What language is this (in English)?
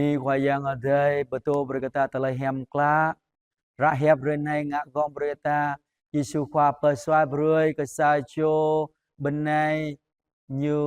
Jarai